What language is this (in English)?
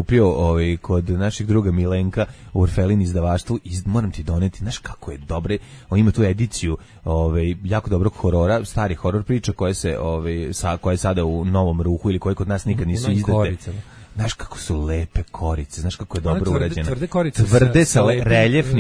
Serbian